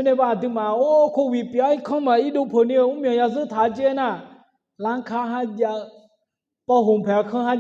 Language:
Akha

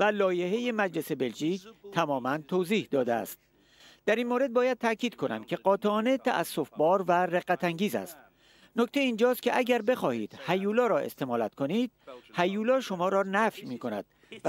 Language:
Persian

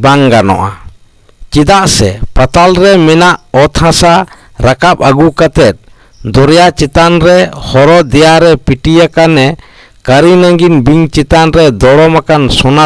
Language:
Santali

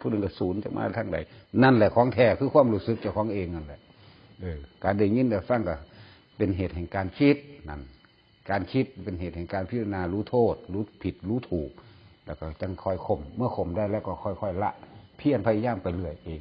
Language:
Northeastern Thai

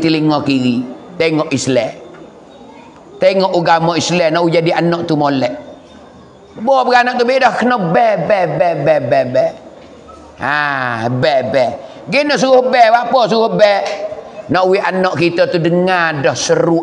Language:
Pattani Malay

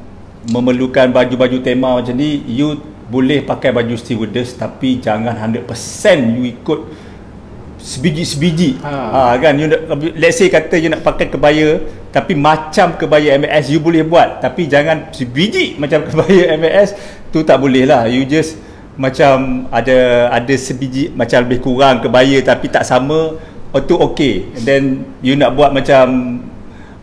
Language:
Malay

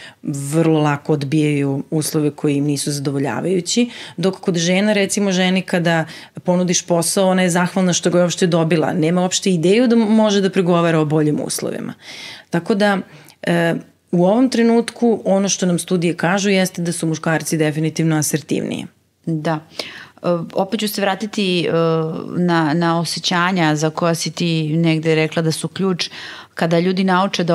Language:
Serbian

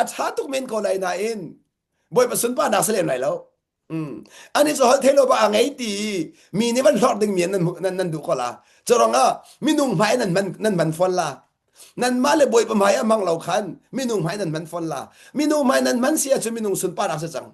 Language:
Hakha Chin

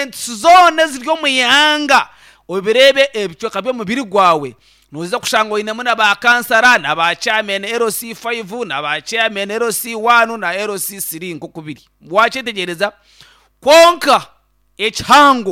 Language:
Nyankole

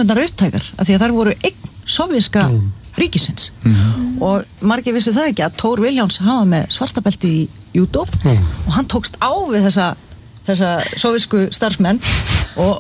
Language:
Icelandic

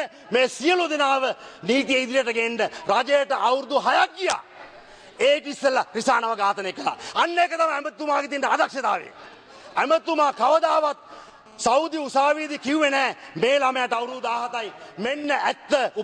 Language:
Sinhala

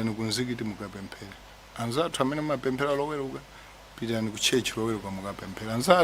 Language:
Nyanja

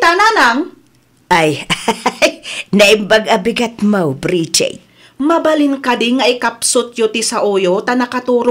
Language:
Iloko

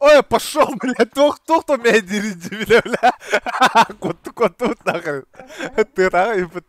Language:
Yakut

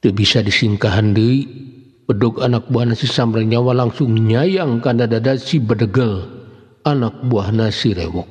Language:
Sundanese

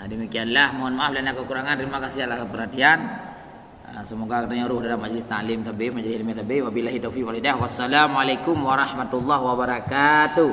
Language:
Achinese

